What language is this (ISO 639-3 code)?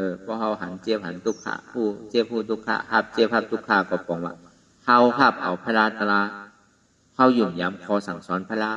shn